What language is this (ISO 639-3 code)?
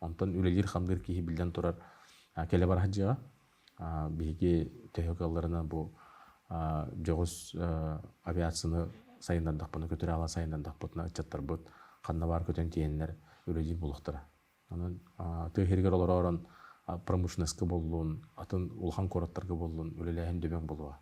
sah